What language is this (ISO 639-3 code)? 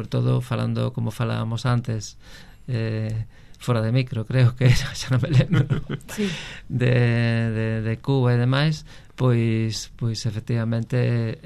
glg